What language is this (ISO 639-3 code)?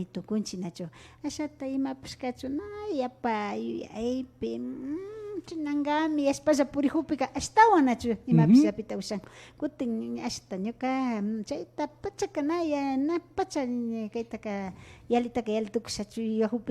qvi